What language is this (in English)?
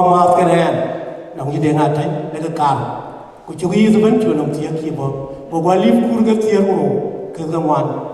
Dinka